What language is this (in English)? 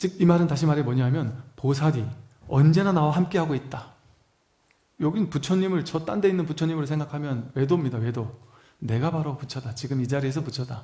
Korean